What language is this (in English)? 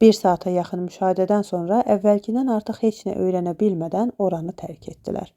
Azerbaijani